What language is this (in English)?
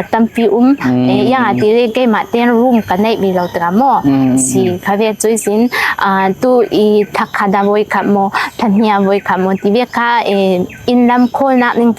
Falam Chin